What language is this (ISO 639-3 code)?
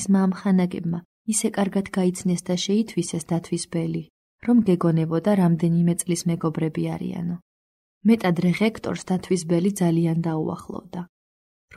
kat